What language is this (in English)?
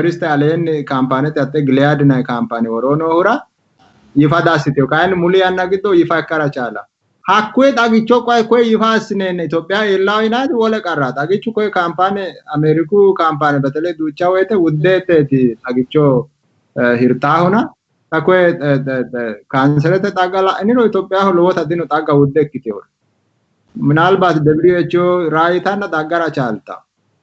Sidamo